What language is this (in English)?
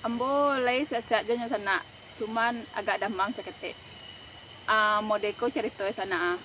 Minangkabau